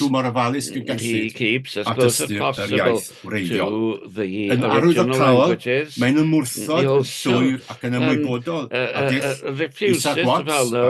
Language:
Welsh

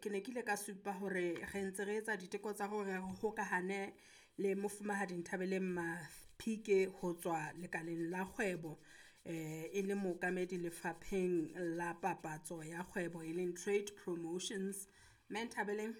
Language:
Southern Sotho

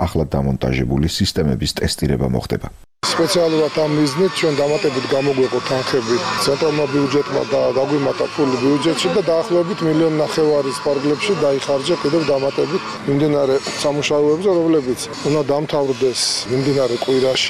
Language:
Georgian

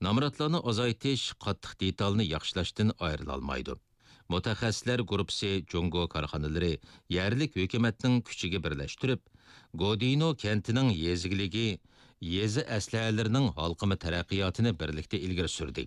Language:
Uyghur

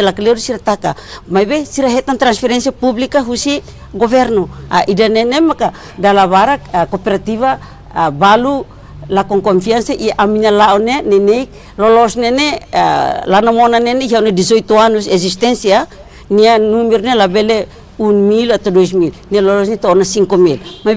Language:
Tetum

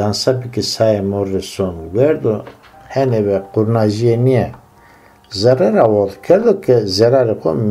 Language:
Zaza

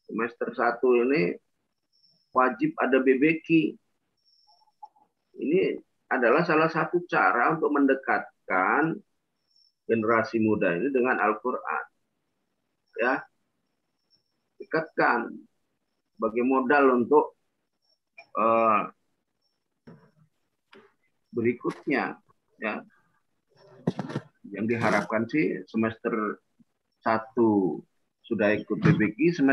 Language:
Indonesian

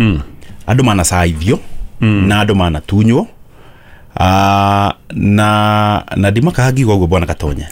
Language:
Kikuyu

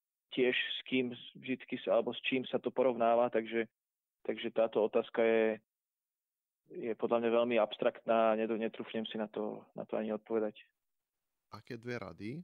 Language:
Slovak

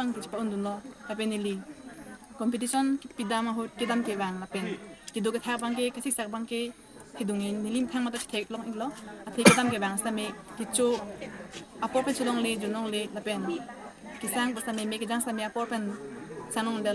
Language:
Karbi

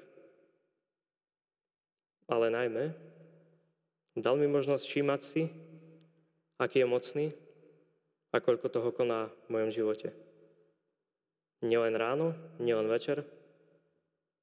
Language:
Slovak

